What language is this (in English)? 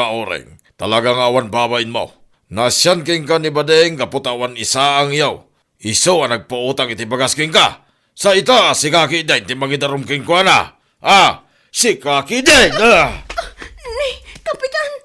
Iloko